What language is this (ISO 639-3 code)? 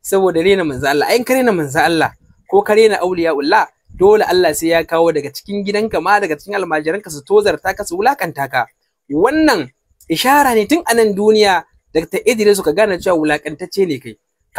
hau